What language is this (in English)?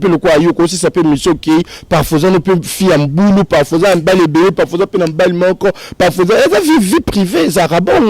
Lingala